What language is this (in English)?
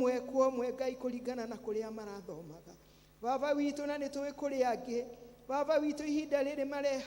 Kikuyu